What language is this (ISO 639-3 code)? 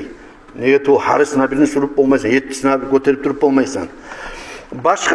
kum